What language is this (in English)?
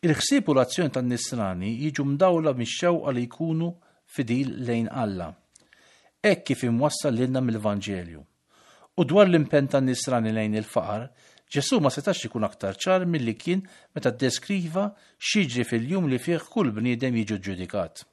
Maltese